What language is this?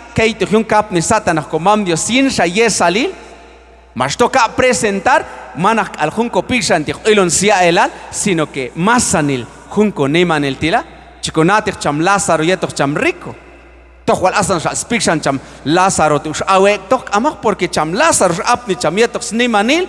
Q'anjob'al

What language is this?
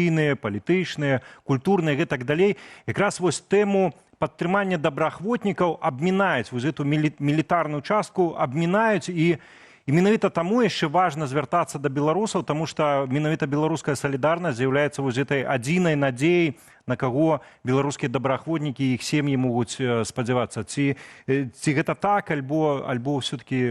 Belarusian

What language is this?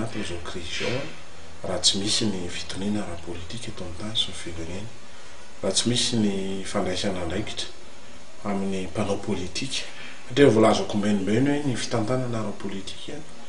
Malagasy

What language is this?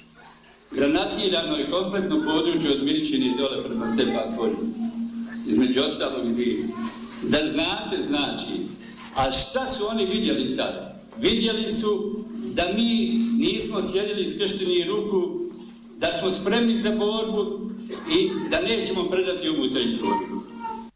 Bosnian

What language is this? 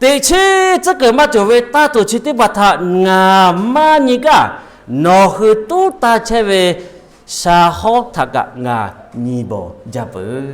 Lahu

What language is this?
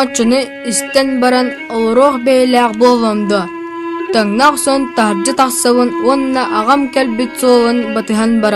Yakut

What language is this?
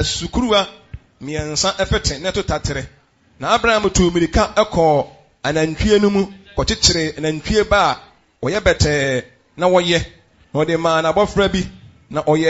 Akan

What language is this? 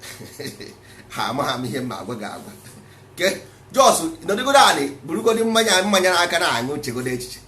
Igbo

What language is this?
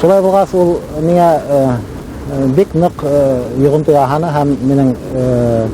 Bashkir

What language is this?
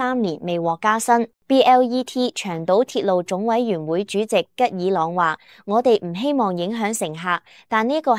Cantonese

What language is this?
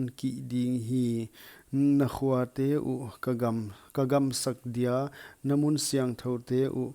Paite Chin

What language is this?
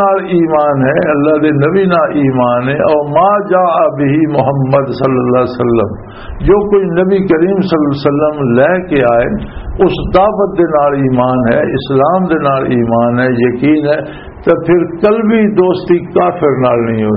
Western Panjabi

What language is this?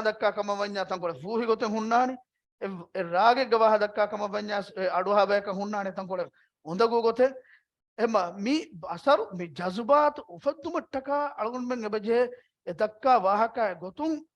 Divehi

